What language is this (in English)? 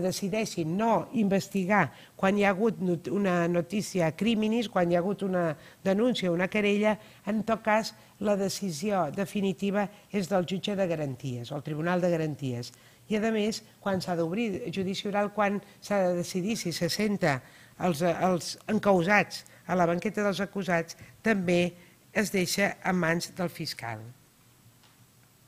Catalan